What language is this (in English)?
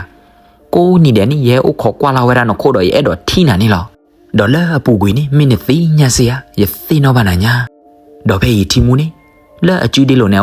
S'gaw Karen